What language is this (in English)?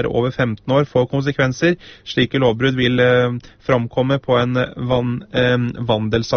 Norwegian